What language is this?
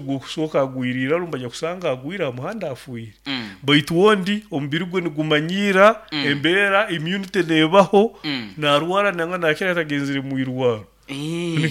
Nyoro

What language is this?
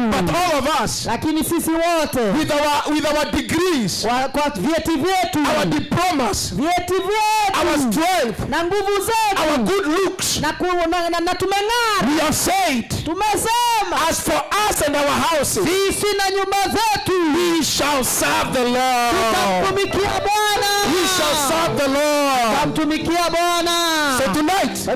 Swahili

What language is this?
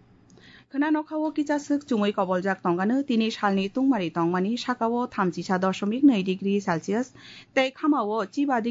Kok Borok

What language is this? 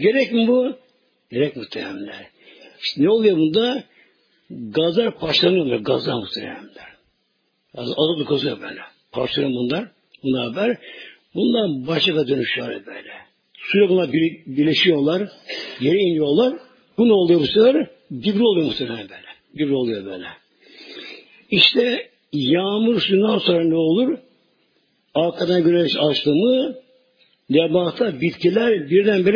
Turkish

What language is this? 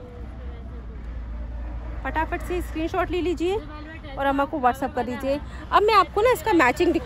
Hindi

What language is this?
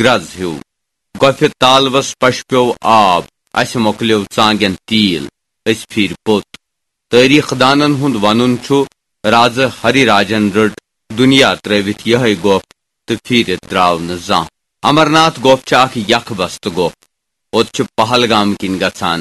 Kashmiri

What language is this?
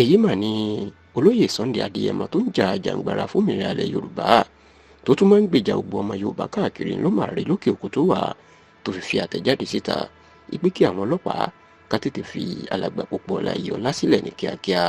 Yoruba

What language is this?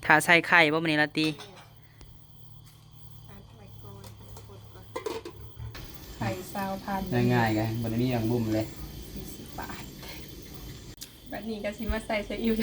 Lao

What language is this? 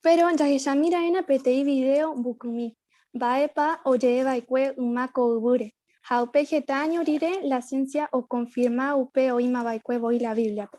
Guarani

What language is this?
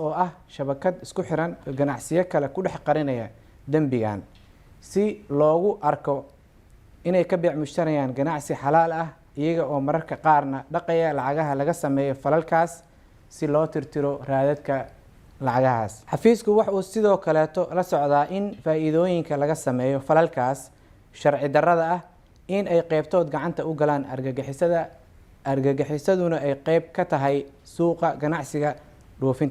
Somali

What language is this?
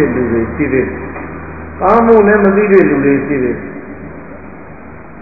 Burmese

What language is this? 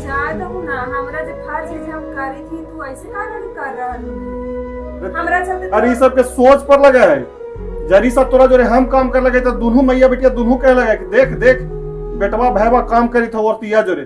Magahi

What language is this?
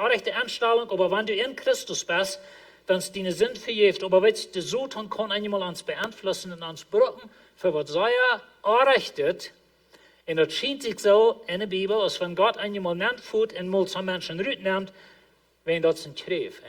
Plautdietsch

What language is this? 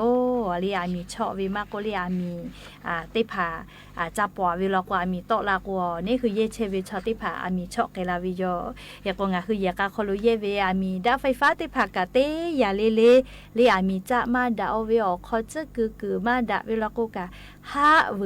Lahu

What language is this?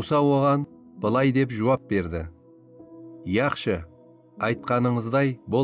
Kara-Kalpak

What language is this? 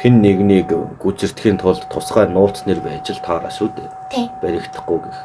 Mongolian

